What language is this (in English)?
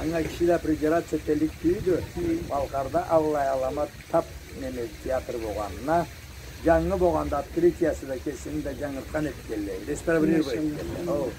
Karachay-Balkar